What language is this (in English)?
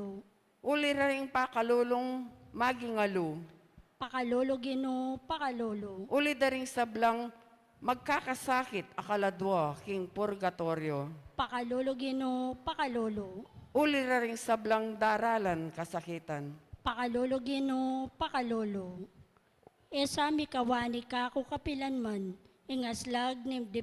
Pampanga